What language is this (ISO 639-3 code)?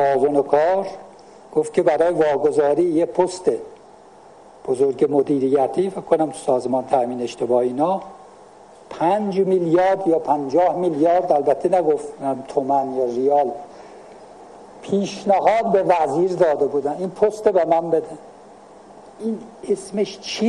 fas